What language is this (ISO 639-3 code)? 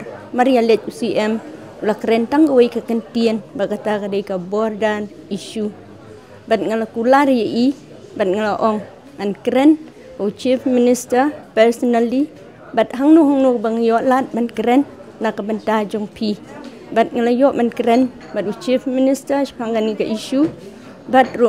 kha